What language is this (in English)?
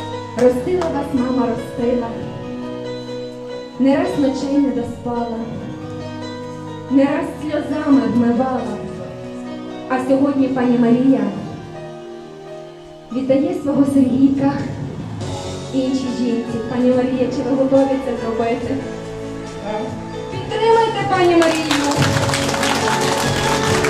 Ukrainian